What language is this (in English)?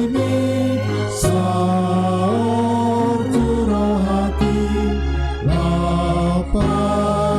Batak Toba